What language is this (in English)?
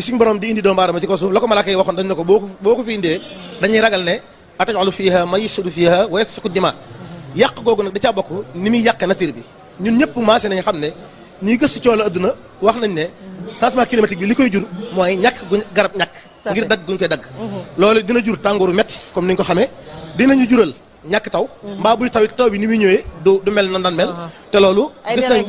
Wolof